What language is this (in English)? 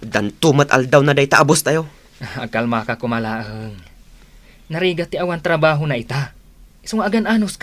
Iloko